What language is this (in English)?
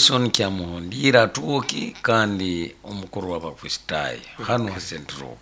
Nyoro